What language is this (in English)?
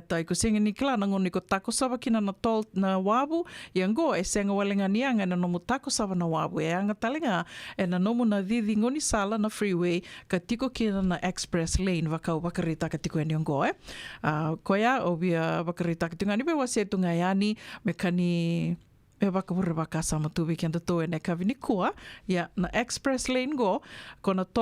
Fijian